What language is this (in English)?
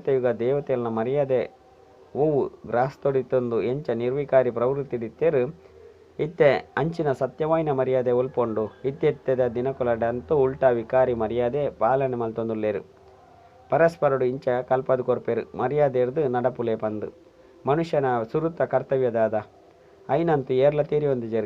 Tulu